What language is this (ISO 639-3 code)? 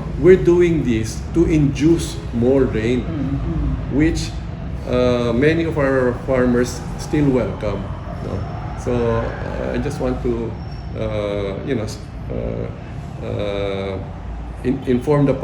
hil